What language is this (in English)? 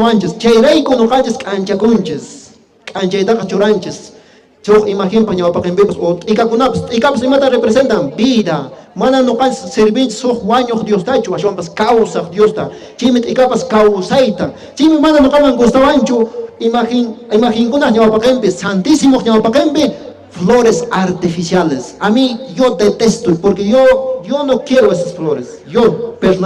Quechua